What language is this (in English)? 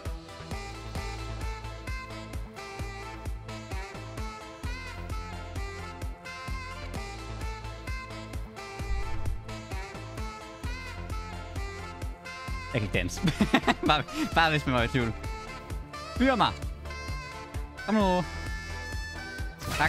Danish